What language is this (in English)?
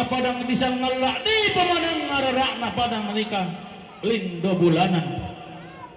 Toraja-Sa'dan